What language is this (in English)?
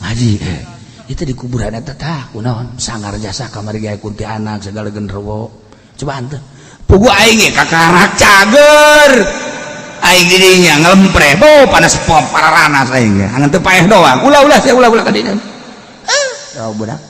Sundanese